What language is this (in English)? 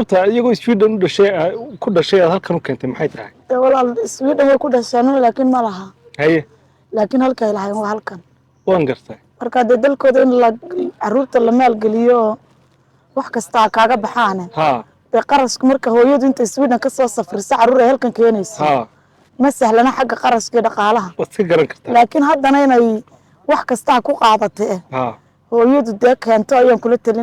Somali